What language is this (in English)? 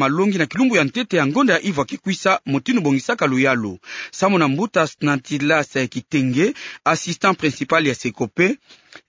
Kituba (Democratic Republic of Congo)